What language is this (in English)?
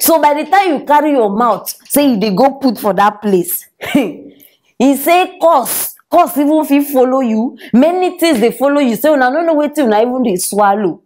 Nigerian Pidgin